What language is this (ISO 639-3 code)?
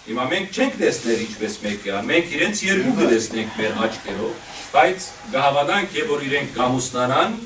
hyw